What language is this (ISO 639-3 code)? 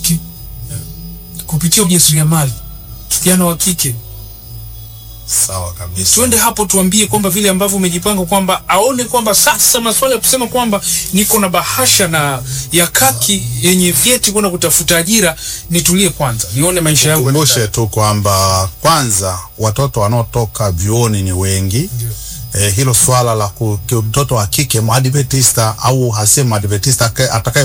swa